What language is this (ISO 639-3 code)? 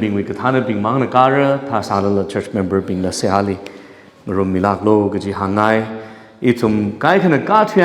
nmf